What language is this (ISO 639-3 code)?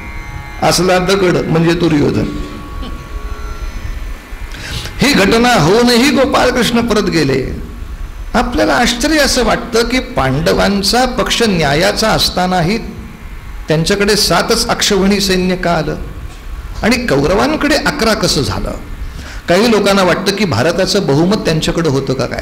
mar